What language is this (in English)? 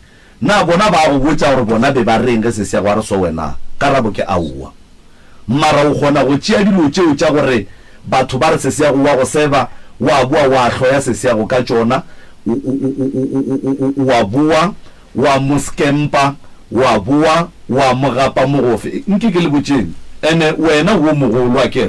Northern Sotho